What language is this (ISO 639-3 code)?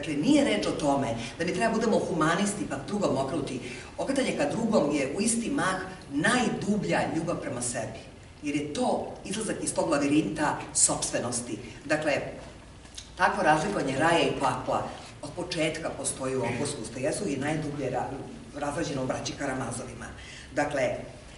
srp